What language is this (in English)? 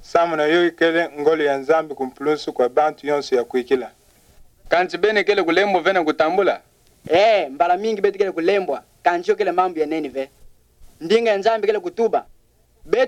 Kituba (Democratic Republic of Congo)